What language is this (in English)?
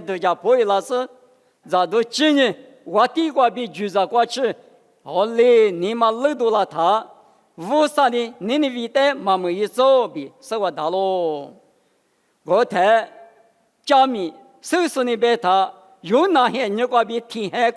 Lisu